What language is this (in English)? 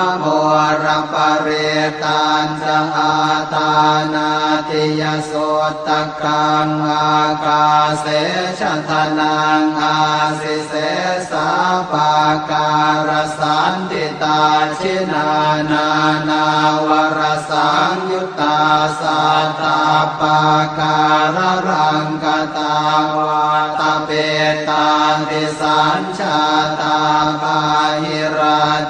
Pali